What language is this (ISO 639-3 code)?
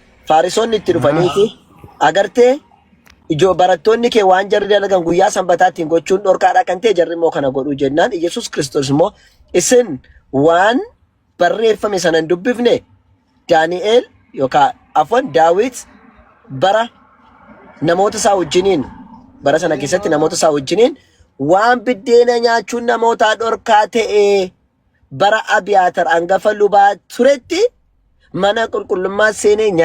orm